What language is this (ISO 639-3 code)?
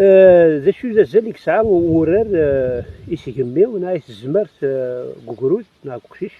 kab